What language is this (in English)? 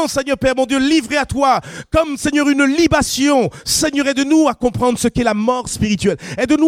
French